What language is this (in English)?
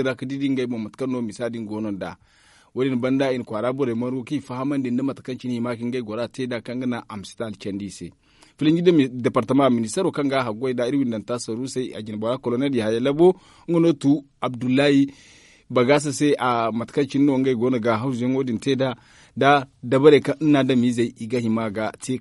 Zarma